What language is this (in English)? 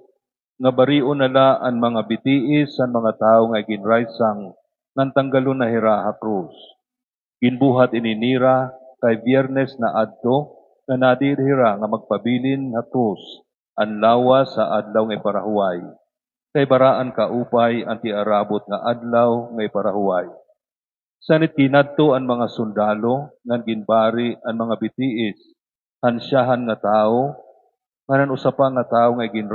Waray